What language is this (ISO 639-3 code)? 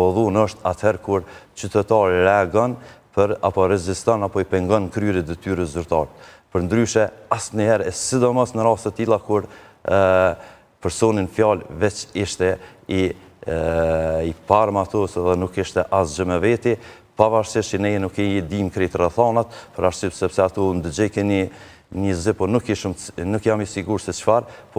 sqi